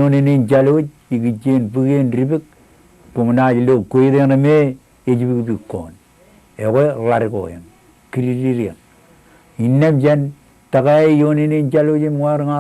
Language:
Marshallese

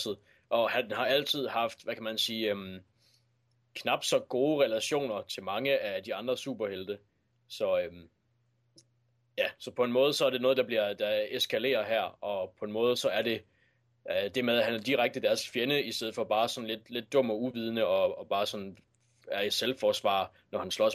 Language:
Danish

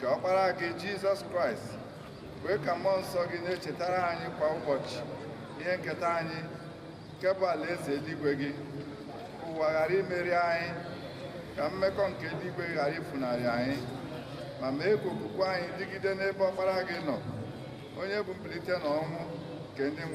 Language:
Igbo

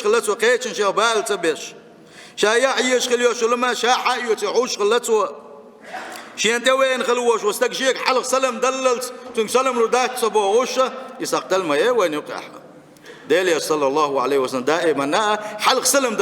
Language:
Chechen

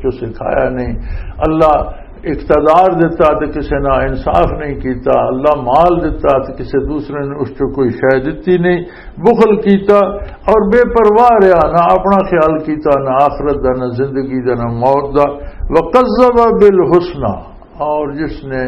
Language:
Western Panjabi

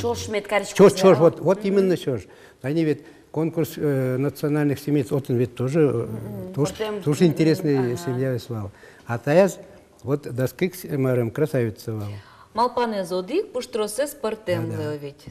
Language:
Udmurt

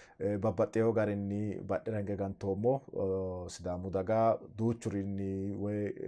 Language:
Sidamo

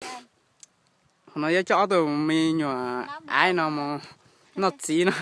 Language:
Hmong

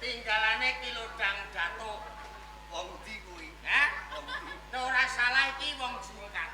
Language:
Javanese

